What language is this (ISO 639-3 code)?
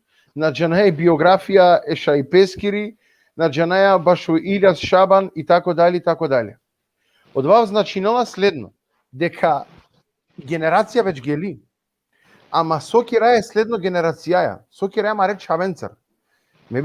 rmn